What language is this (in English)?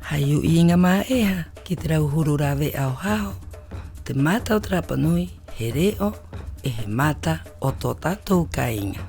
Rapanui